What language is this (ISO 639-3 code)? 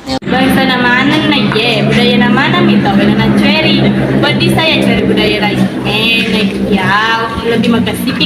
bug